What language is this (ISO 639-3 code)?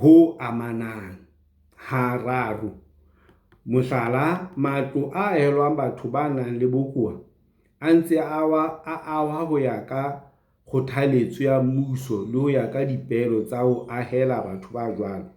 sot